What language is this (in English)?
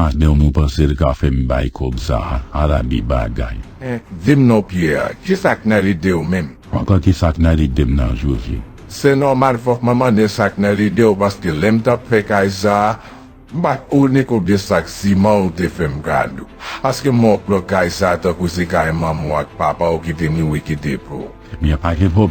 Haitian Creole